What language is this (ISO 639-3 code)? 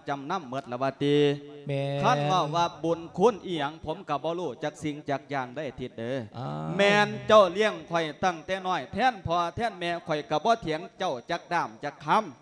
lao